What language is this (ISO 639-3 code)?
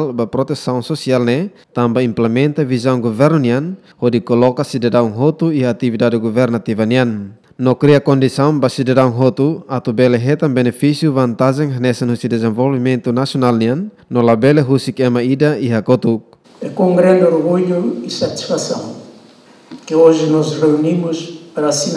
tet